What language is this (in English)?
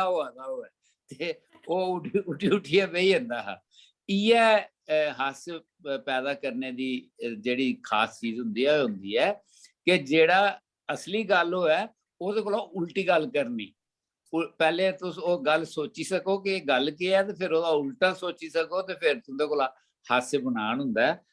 Dogri